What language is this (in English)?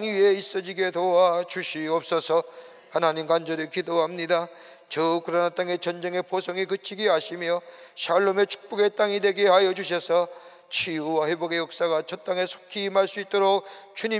Korean